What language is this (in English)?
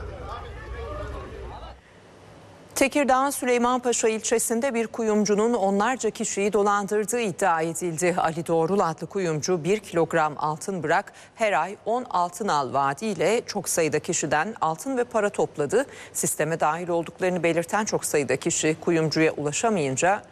Turkish